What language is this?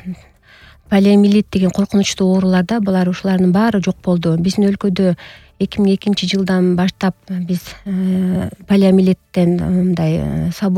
Kyrgyz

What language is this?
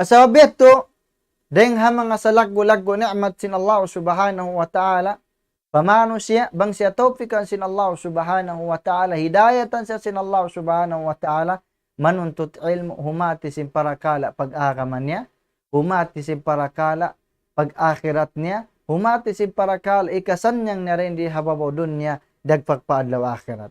Tausug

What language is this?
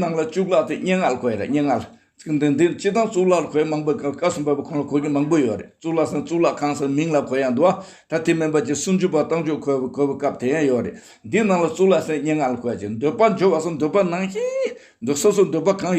Tibetan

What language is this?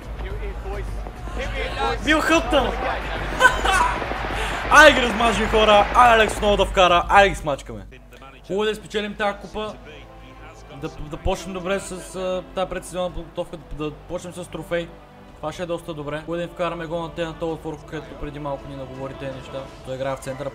Bulgarian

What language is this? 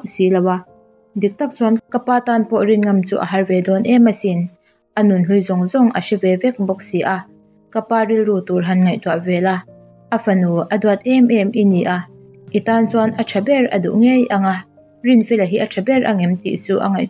Mizo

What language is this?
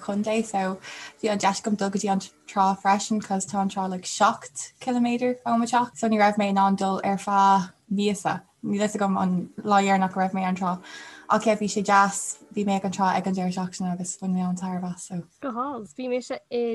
Irish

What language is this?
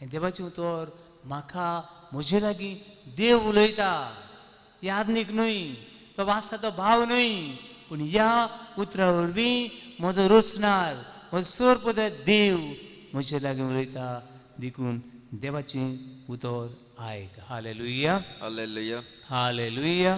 Konkani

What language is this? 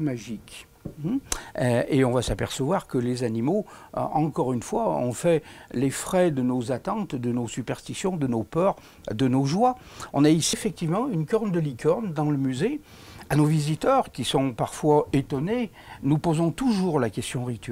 French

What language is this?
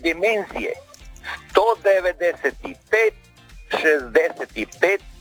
Croatian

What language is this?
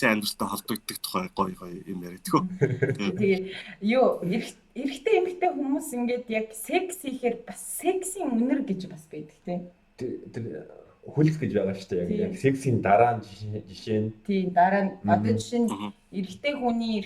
Mongolian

